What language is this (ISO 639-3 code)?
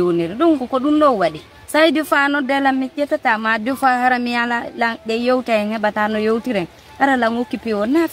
ful